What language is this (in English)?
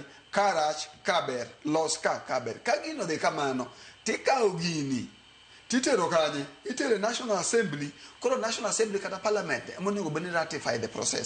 Luo (Kenya and Tanzania)